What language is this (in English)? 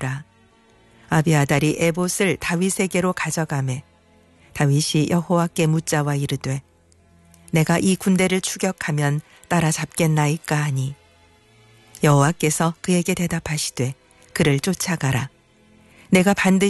Korean